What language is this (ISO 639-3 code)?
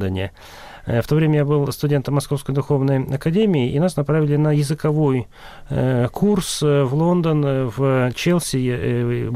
rus